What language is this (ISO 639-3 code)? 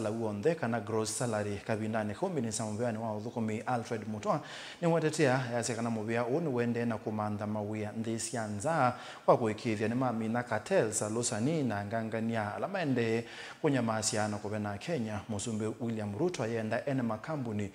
kam